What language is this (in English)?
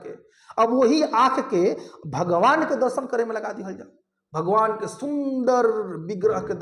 Bhojpuri